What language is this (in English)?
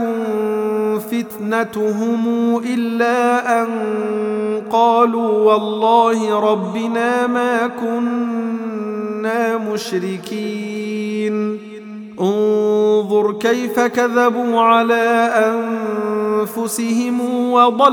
Arabic